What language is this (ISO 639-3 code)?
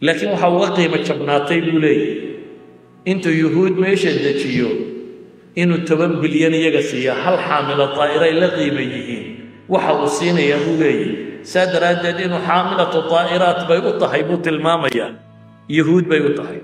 som